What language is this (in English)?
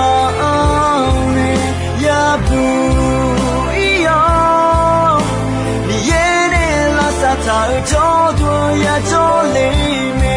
Akha